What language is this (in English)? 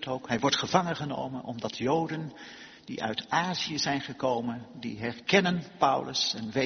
Dutch